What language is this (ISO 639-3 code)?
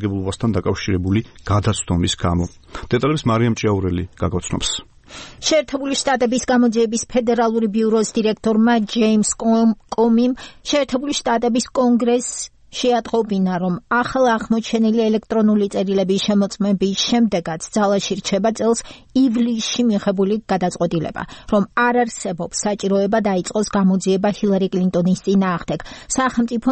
kat